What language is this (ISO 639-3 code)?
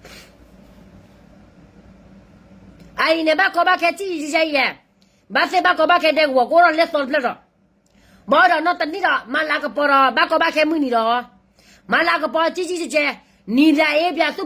ksw